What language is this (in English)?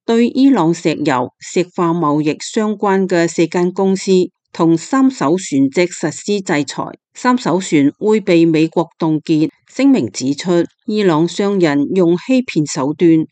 Cantonese